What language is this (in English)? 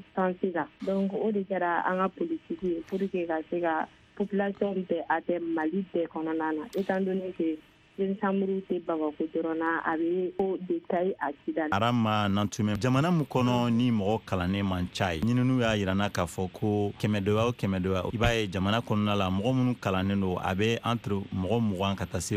Bambara